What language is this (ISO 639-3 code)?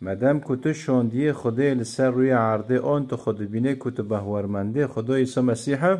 kur